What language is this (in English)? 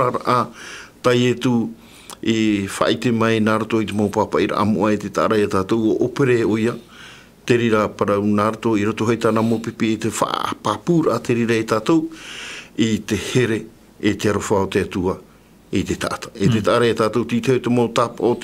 Tahitian